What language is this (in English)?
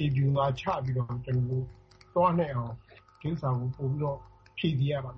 Burmese